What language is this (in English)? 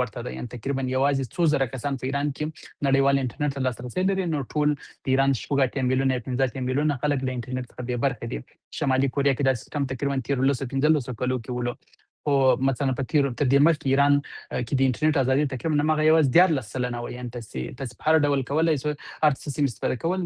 Pashto